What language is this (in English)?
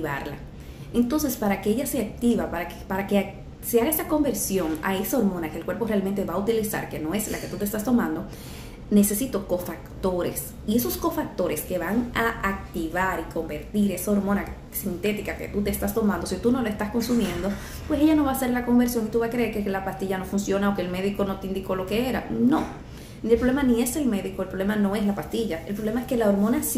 Spanish